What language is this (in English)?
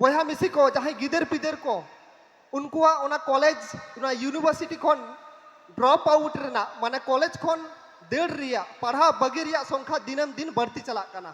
Santali